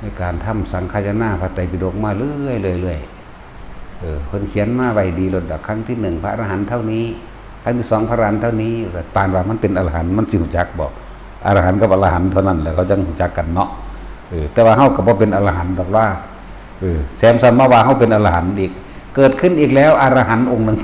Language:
Northeastern Thai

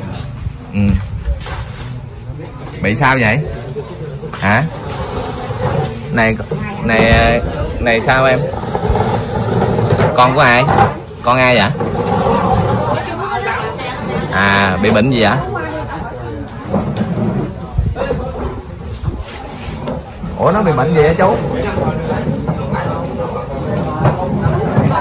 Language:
Vietnamese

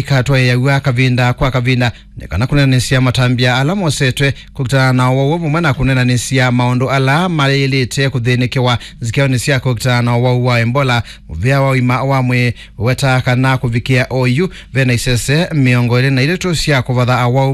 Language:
Kamba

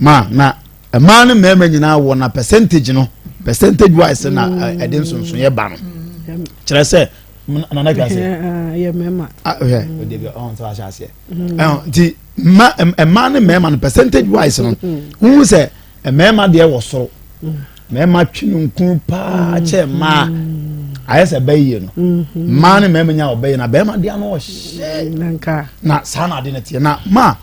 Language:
Akan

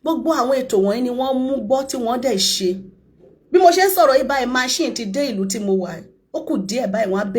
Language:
Yoruba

